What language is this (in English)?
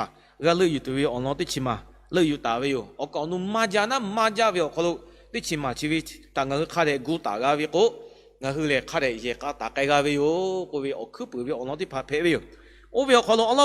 Lahu